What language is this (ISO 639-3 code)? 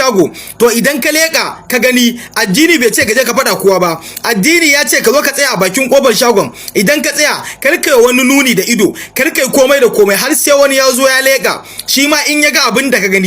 hau